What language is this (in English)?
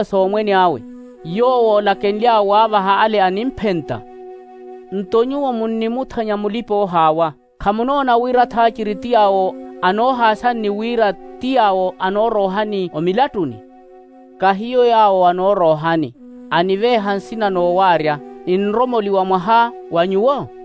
Makhuwa